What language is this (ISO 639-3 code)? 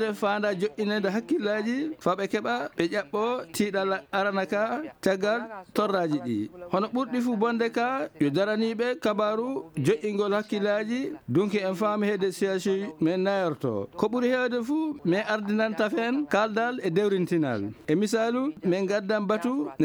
ful